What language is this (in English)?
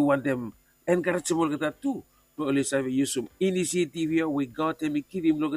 Bislama